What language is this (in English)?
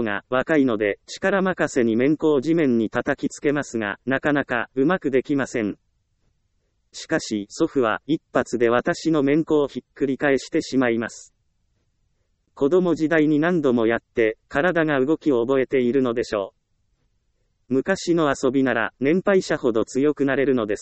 Japanese